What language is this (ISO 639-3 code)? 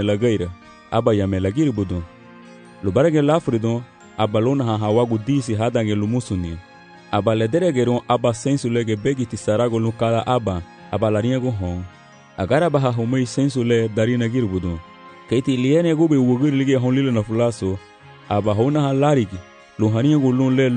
cab